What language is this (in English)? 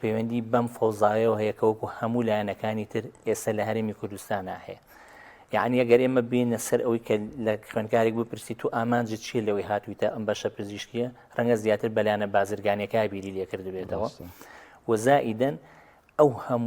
Central Kurdish